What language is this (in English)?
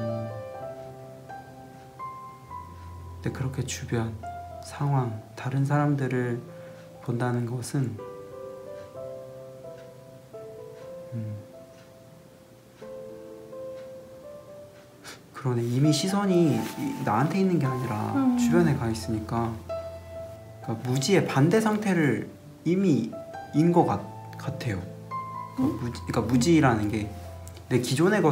Korean